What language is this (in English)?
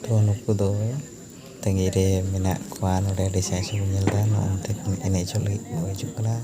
Santali